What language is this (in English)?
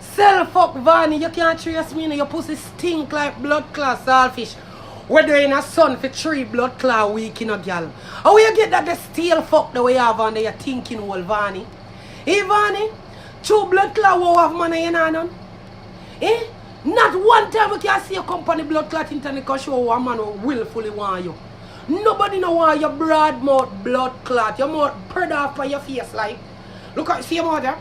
Jamaican Creole English